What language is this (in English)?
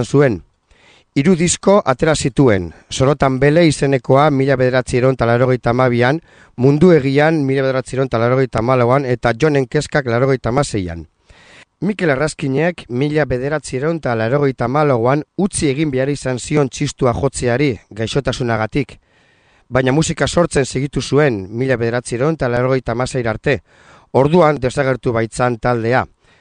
Basque